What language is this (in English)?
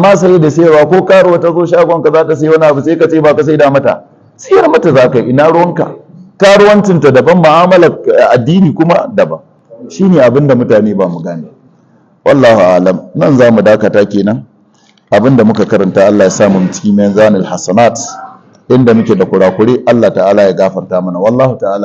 Hausa